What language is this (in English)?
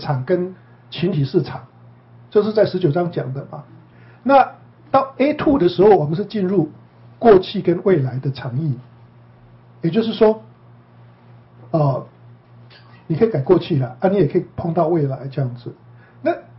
Chinese